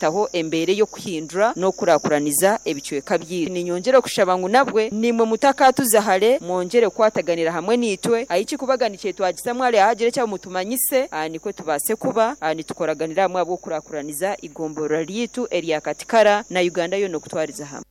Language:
Nyoro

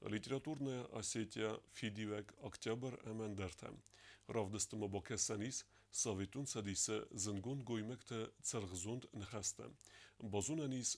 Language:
Ossetic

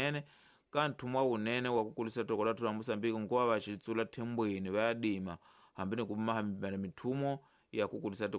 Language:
Tsonga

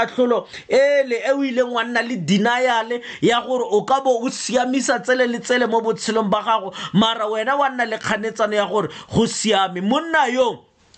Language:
Tswana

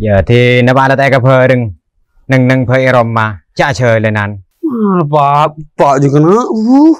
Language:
Madurese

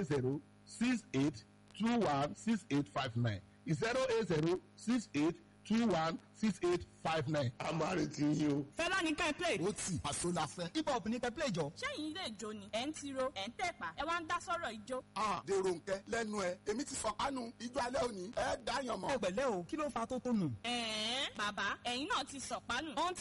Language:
Yoruba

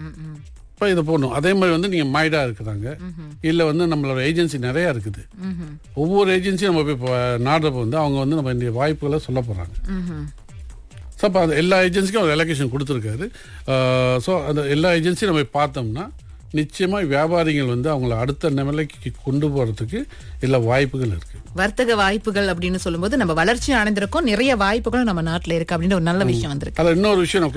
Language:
Tamil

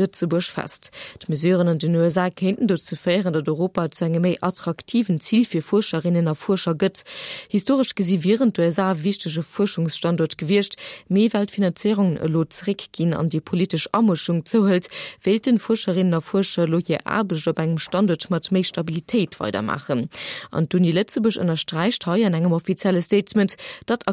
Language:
Luxembourgish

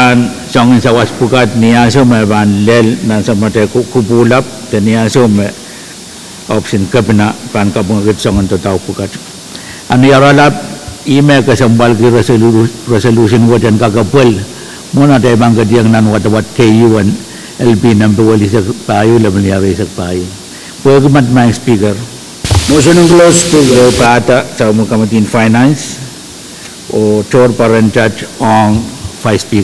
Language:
Pohnpeian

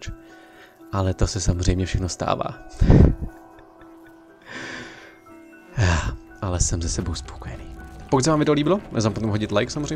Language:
Czech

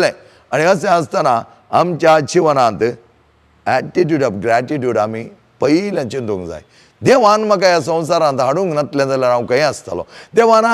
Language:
Konkani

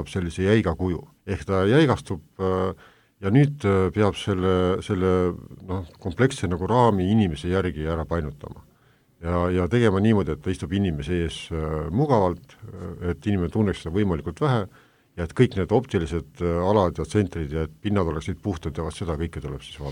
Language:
Estonian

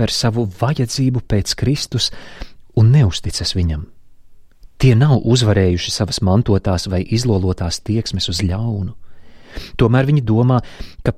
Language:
Latvian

